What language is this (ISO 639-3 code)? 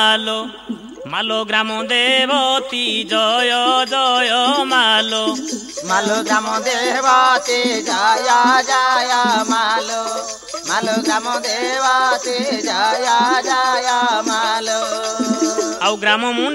ori